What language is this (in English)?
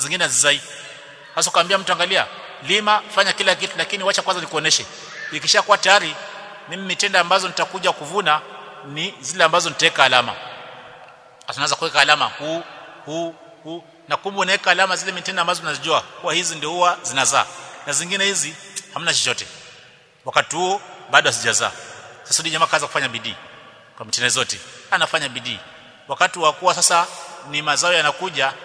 Swahili